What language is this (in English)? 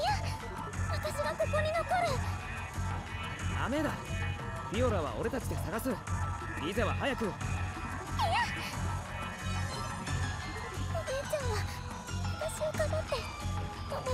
Japanese